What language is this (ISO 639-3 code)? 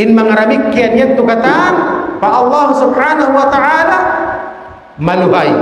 tsg